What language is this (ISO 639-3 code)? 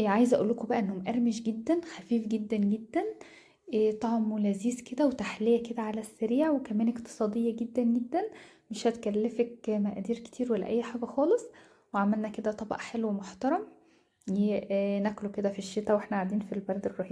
arz